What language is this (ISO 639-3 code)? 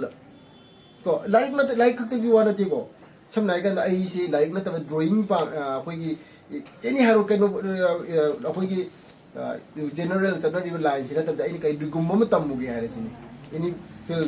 mni